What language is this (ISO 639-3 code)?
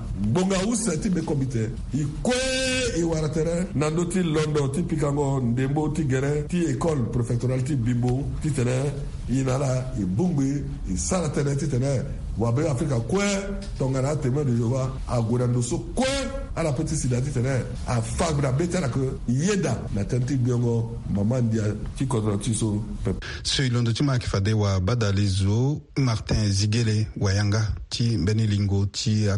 sag